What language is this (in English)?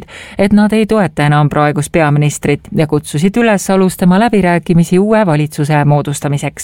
Estonian